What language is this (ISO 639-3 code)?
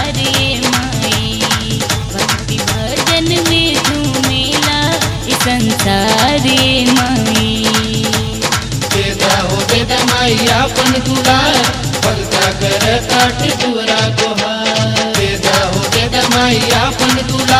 bho